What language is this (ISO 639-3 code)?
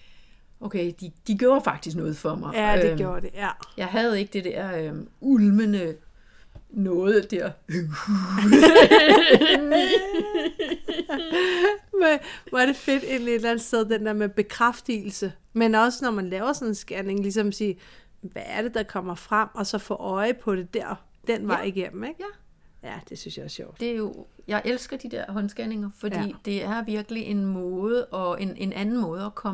dan